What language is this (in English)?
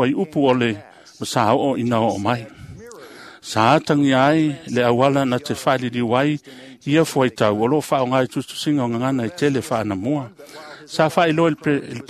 Samoan